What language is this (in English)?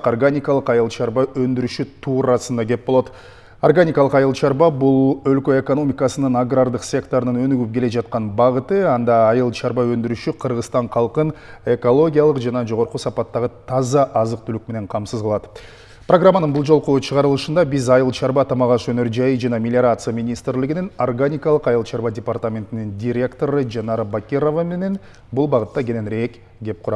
Kyrgyz